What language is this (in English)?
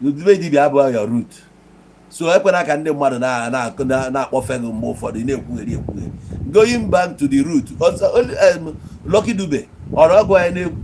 Igbo